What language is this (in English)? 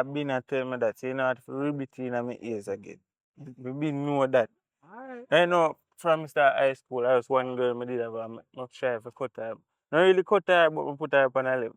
Jamaican Creole English